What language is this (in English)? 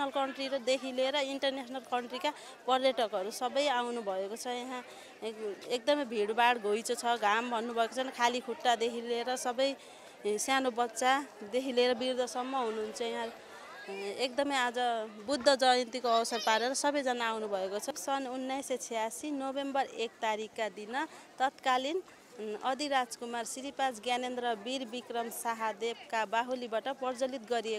Nepali